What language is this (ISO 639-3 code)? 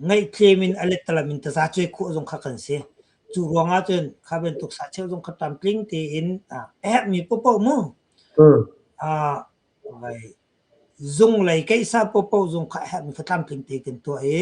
cnh